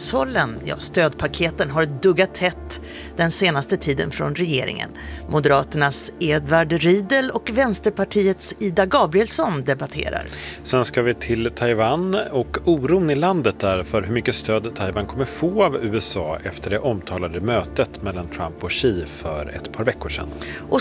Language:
Swedish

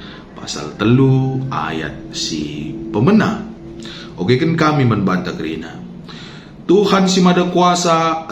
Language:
Batak Karo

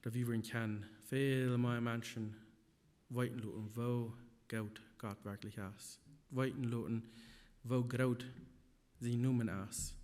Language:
Plautdietsch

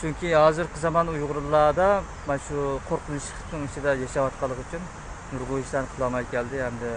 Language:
Uyghur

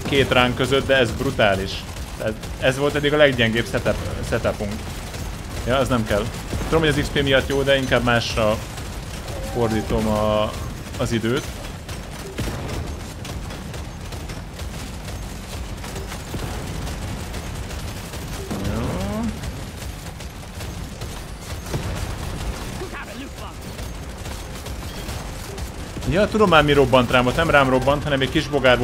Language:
Hungarian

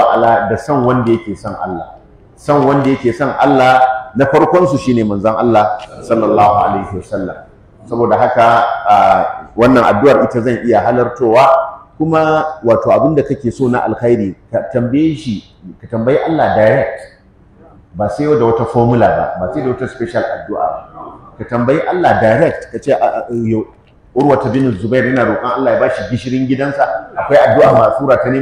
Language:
Hausa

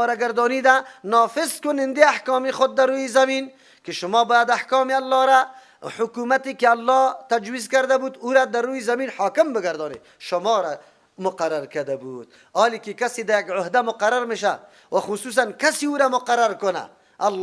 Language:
Persian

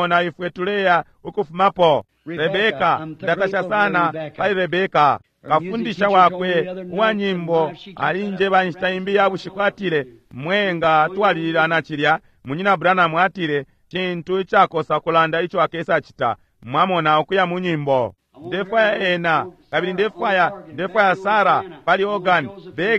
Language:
Bemba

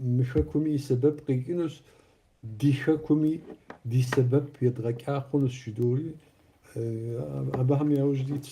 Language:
Kabardian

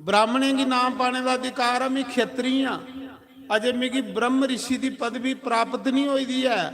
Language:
Dogri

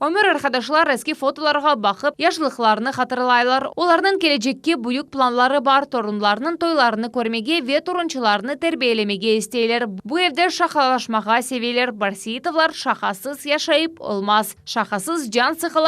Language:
Crimean Tatar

